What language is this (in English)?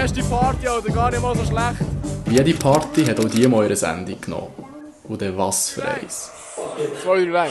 Swiss German